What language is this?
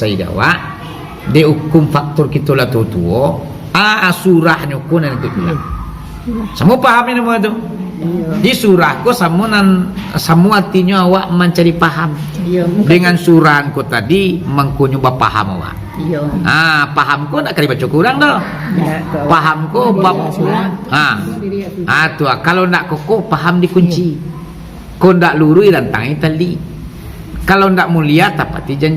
Minangkabau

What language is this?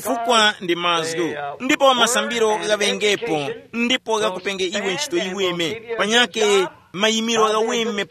Tumbuka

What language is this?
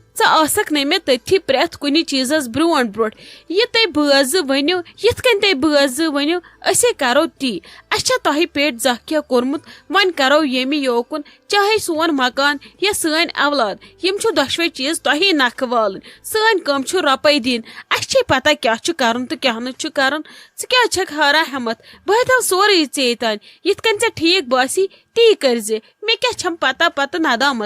Kashmiri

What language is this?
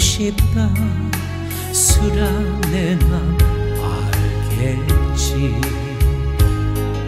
Korean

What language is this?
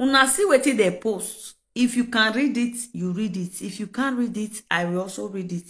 Nigerian Pidgin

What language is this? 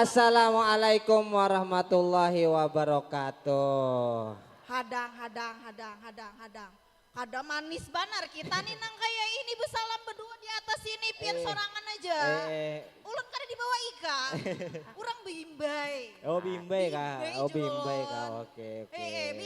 Banjar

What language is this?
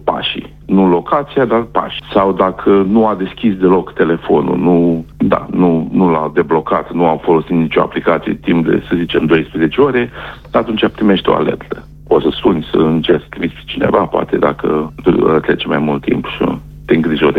Romanian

